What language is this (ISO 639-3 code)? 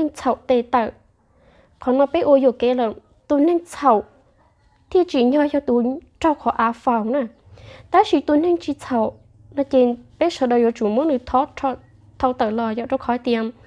hmn